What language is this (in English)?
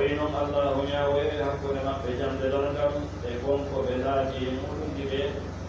Fula